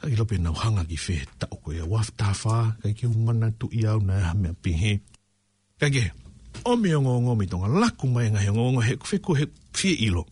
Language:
Tongan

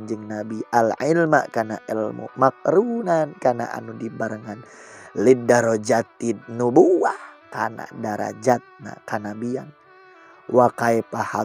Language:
Sundanese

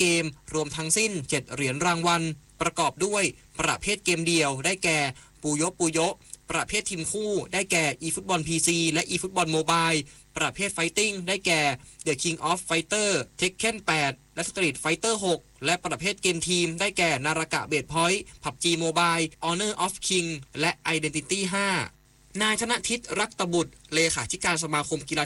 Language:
Thai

